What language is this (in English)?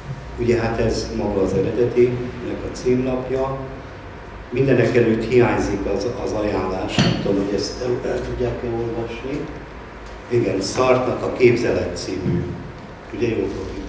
Hungarian